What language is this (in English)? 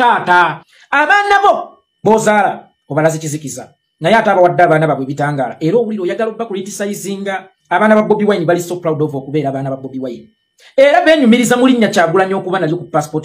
Ganda